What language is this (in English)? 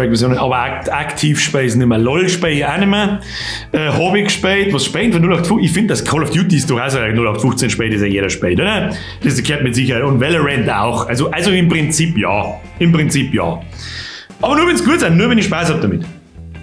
Bavarian